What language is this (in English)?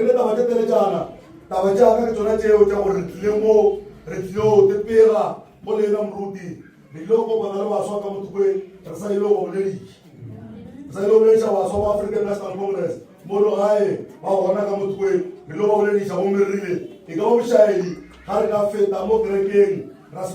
Northern Sotho